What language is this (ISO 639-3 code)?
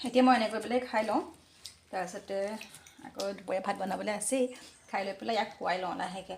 asm